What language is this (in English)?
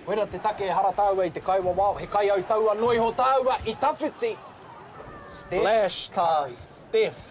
Māori